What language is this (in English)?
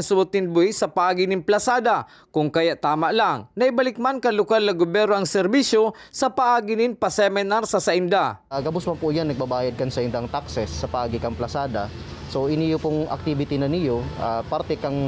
Bikol